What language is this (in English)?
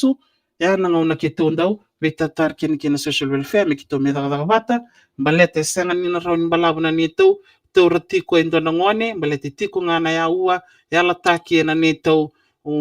Fijian